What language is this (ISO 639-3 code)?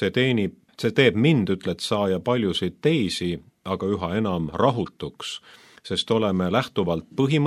est